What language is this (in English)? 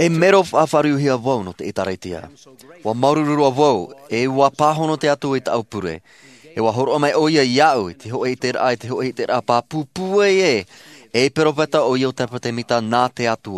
Tahitian